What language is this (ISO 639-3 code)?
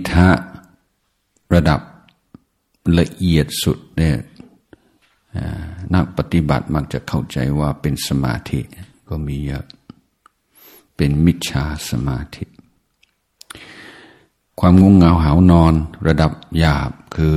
tha